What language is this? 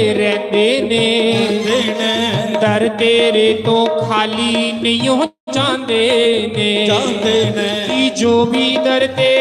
Dogri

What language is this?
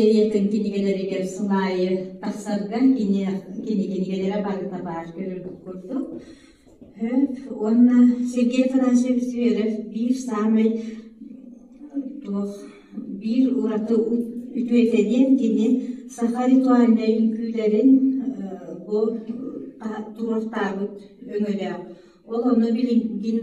Yakut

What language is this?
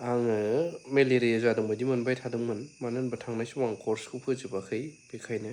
Bodo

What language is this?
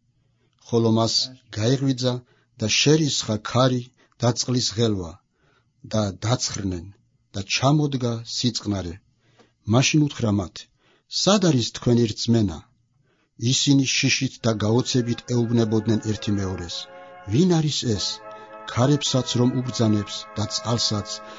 Georgian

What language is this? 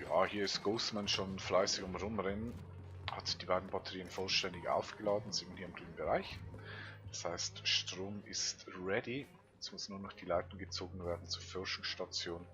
Swiss German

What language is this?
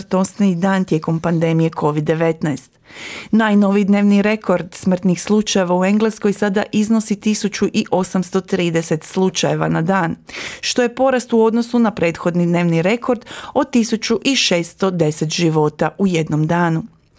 Croatian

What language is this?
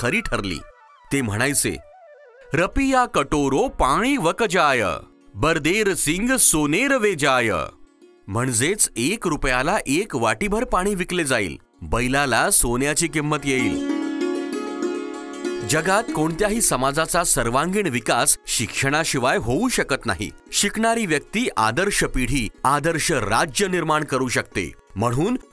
Marathi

